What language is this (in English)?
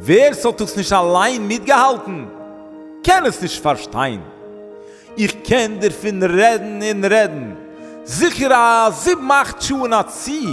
Yiddish